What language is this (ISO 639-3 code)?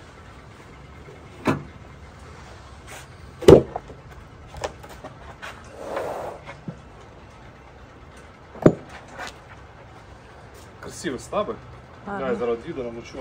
ukr